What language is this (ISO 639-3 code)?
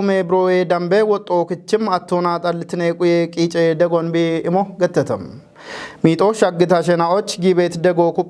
kbr